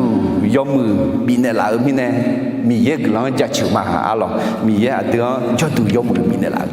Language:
Akha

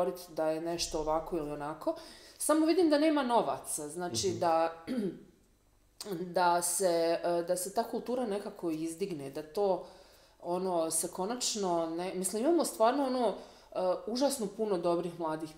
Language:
Croatian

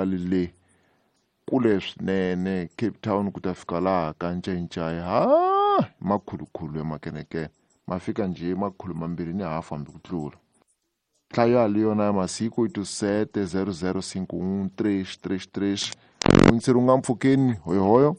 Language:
Tsonga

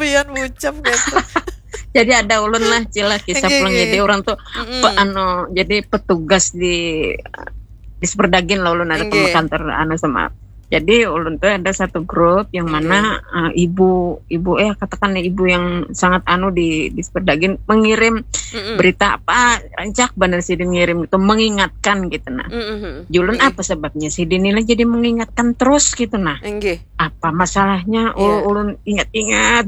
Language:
Banjar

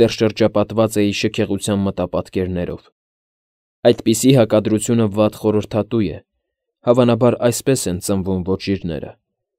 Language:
Armenian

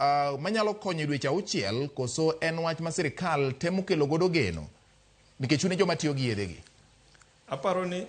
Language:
Luo (Kenya and Tanzania)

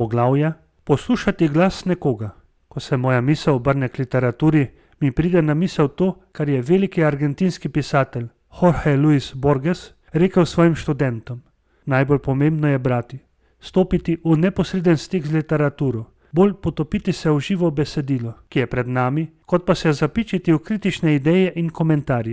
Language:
Slovenian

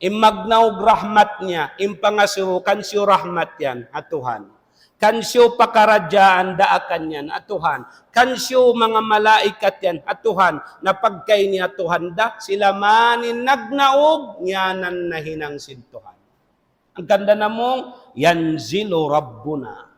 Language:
Tausug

